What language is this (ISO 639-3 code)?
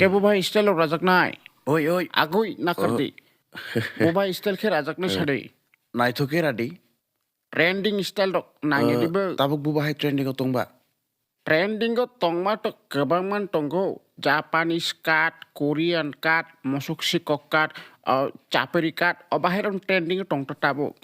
trp